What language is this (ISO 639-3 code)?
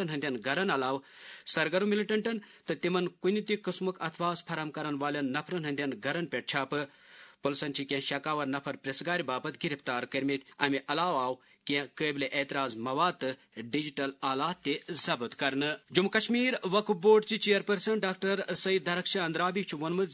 kas